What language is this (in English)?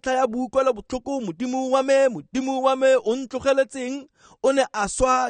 Tswana